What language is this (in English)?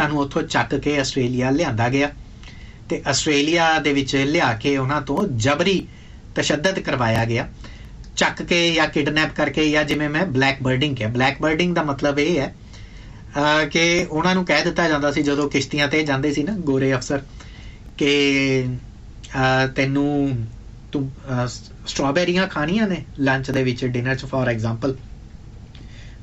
Punjabi